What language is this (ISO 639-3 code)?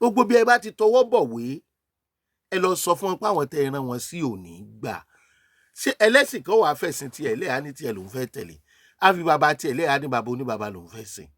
yor